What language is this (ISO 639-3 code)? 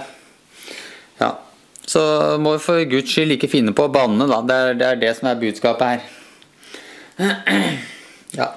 nor